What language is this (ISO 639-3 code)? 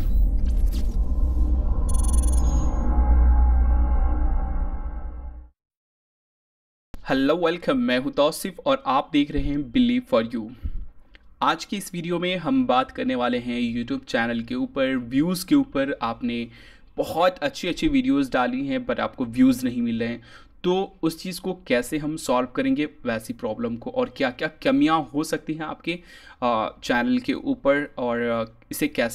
hin